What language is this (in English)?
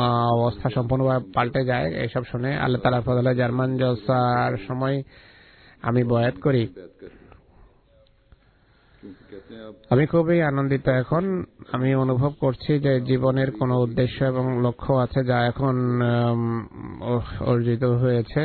Bangla